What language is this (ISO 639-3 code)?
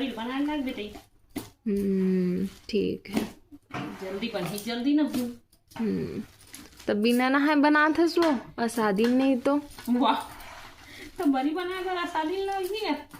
hne